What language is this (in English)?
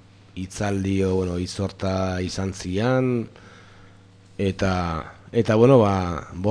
Basque